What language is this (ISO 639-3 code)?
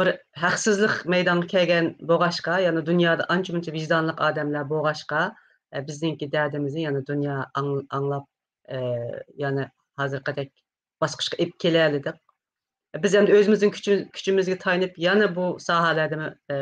uig